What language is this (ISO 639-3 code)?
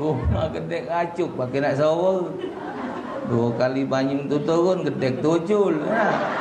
mui